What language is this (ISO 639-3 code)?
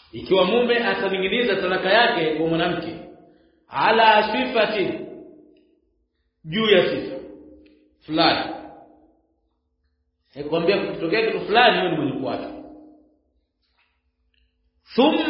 swa